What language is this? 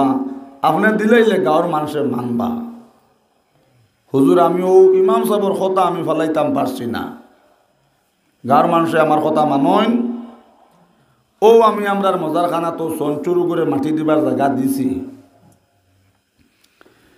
Sylheti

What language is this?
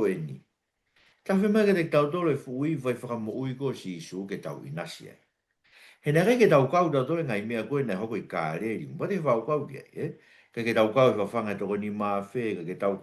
Tongan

